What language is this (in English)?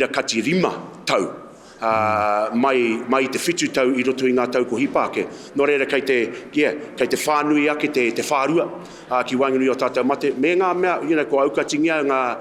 Māori